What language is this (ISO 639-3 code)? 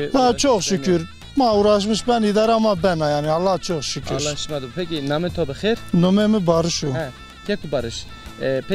zza